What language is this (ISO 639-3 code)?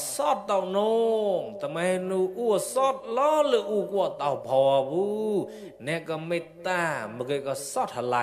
mnw